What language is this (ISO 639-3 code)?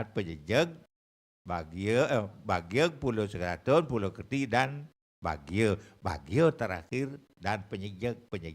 ban